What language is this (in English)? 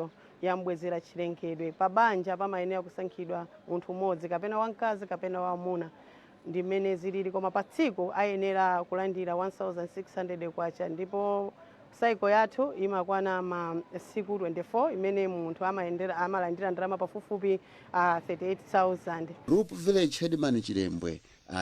Nyanja